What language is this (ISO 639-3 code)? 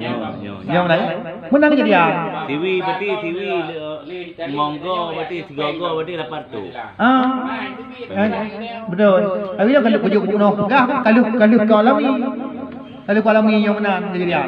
ace